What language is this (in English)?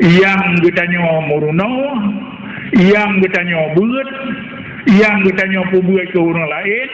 Achinese